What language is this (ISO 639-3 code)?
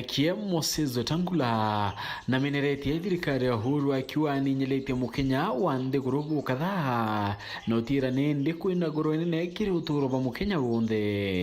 mer